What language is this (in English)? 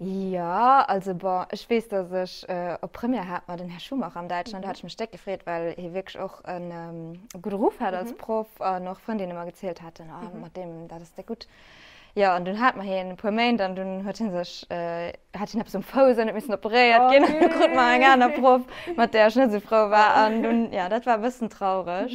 Luxembourgish